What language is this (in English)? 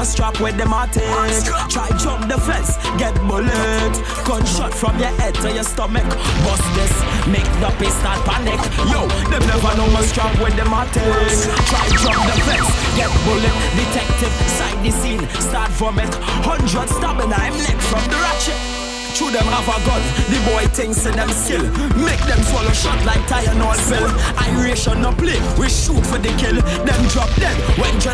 Jamaican Creole English